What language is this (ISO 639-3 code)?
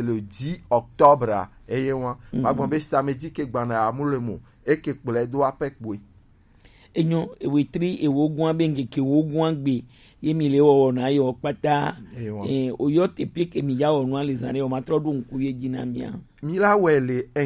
gej